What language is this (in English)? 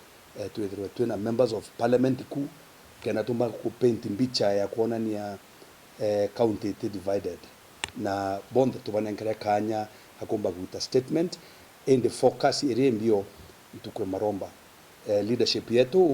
Meru